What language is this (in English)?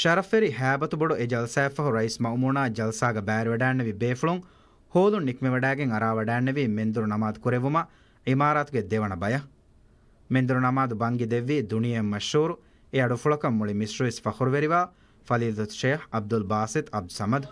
Divehi